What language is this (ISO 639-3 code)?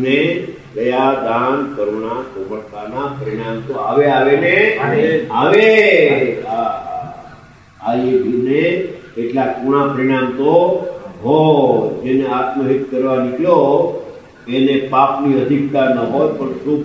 guj